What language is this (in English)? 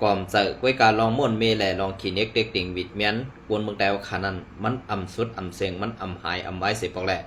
Shan